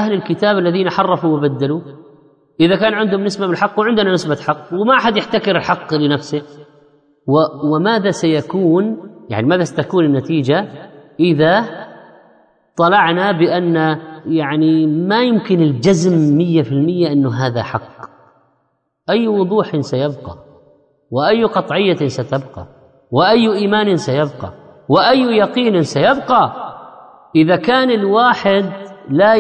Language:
Arabic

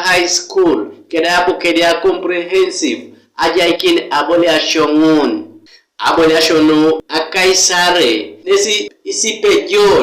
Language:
Teso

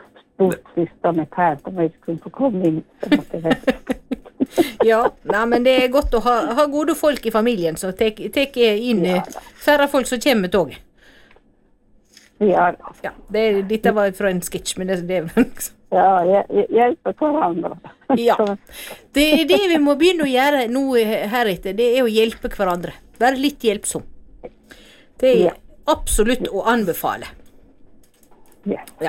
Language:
Norwegian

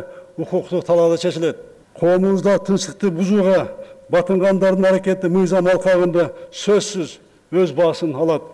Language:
Kyrgyz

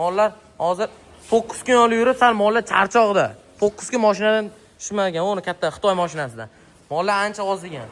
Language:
Uzbek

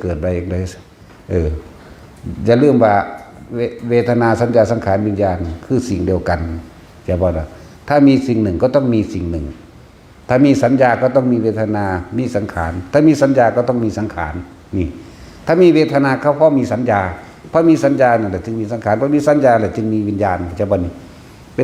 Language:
Northeastern Thai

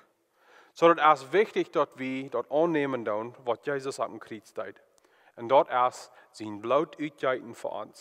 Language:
Plautdietsch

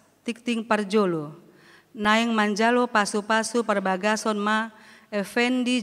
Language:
Batak Toba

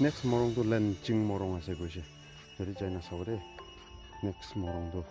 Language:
Naga Pidgin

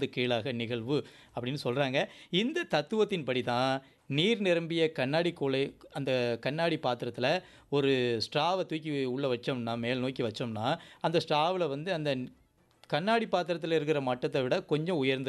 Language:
Tamil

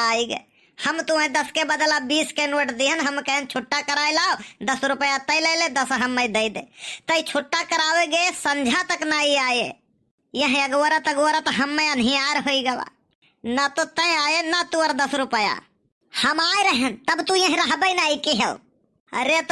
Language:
Awadhi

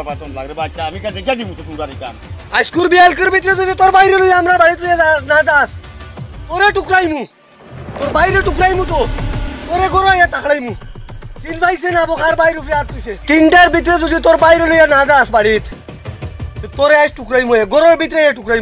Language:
Sylheti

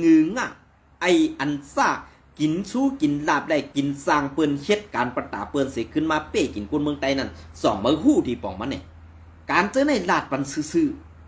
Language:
Shan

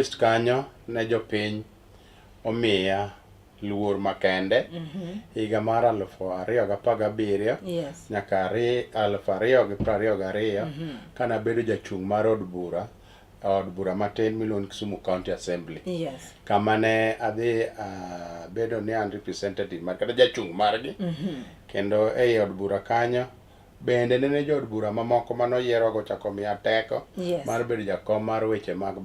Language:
Luo (Kenya and Tanzania)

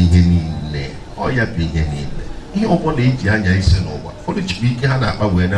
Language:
Igbo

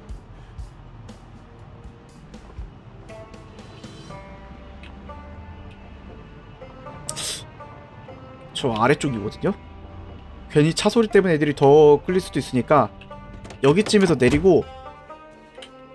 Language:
Korean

